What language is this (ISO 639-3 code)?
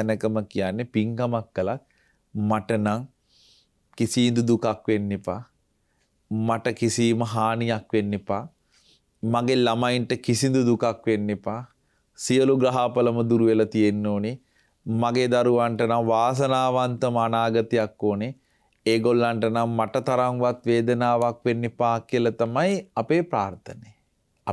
sin